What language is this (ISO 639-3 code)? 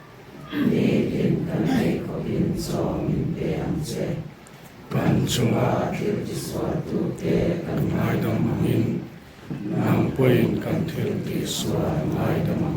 lus